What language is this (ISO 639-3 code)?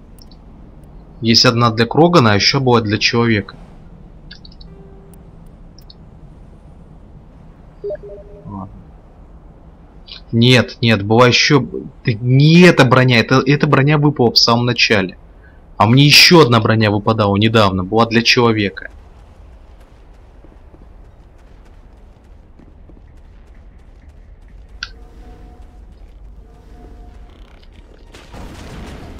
rus